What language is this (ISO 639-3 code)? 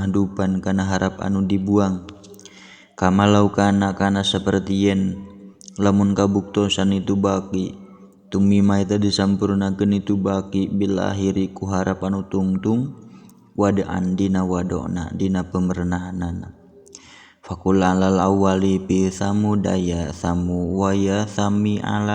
sun